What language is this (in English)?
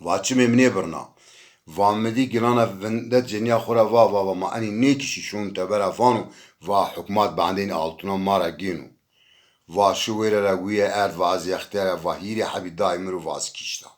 Zaza